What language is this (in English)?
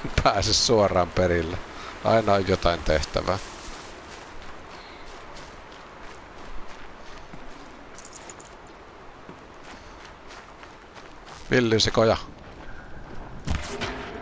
Finnish